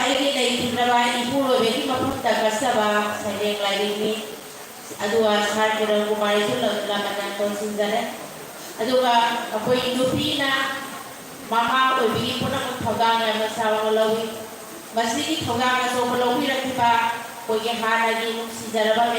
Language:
Manipuri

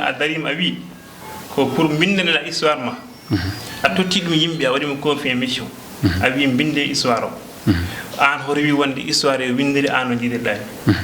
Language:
Fula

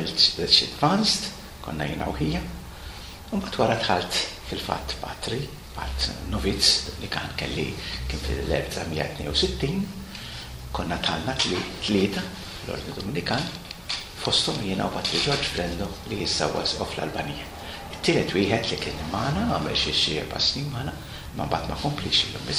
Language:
Maltese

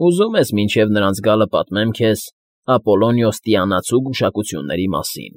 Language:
Armenian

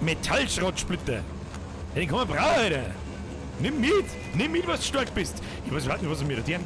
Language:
Bavarian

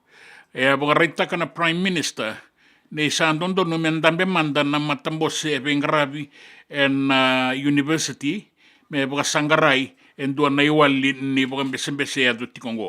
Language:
Fijian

